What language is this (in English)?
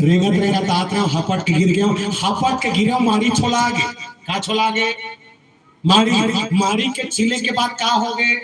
Chhattisgarhi